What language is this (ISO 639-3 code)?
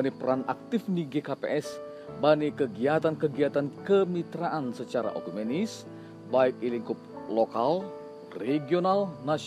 bts